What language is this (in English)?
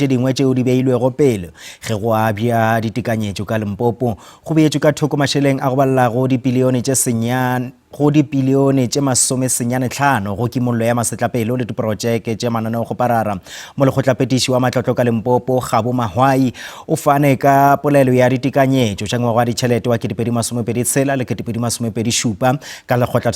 Northern Sotho